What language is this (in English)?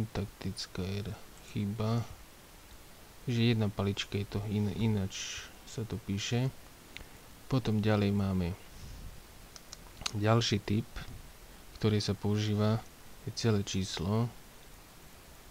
Slovak